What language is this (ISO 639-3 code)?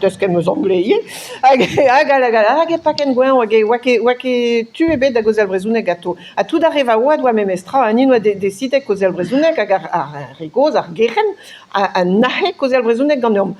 bre